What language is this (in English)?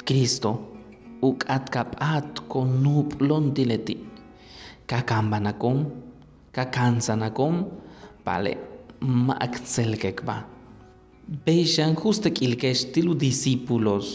Yucateco